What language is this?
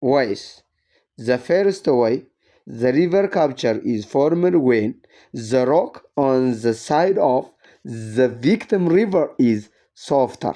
English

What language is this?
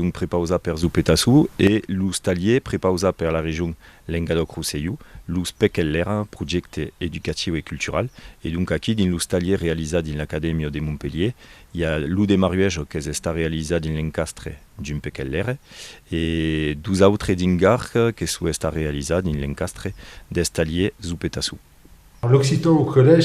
Occitan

